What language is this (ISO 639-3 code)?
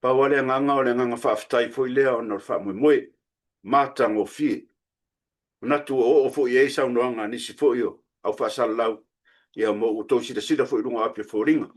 smo